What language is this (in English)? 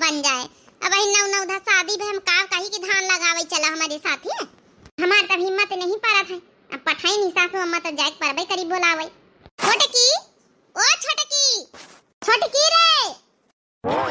Awadhi